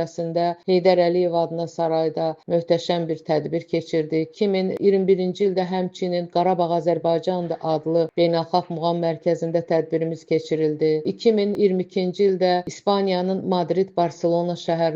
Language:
Azerbaijani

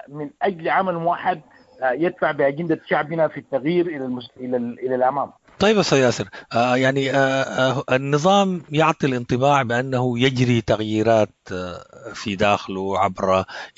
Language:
Sudanese Arabic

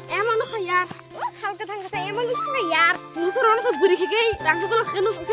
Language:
Kok Borok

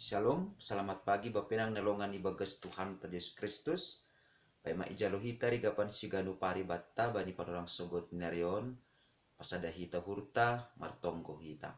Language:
Batak Simalungun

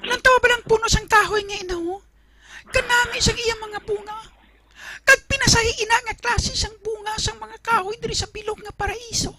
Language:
Hiligaynon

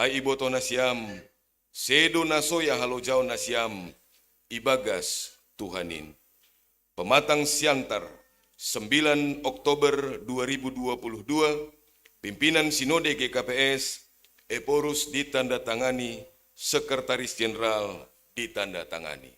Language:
Batak Simalungun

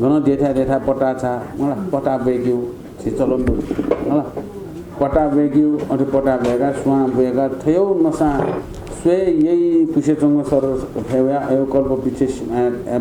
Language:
Newari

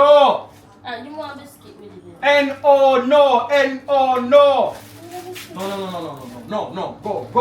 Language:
Jamaican Creole English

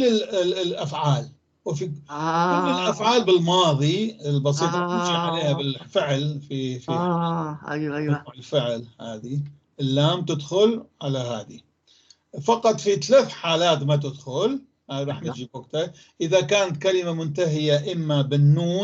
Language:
North Levantine Arabic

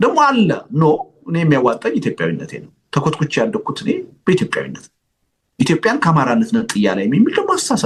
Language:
Amharic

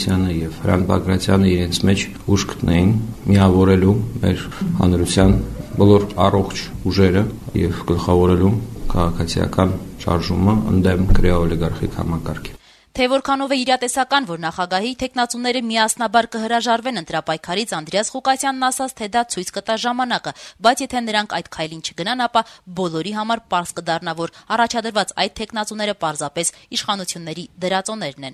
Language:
Armenian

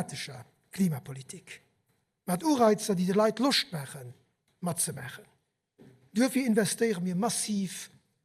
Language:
Luxembourgish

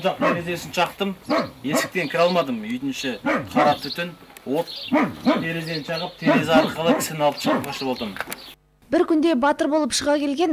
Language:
Kazakh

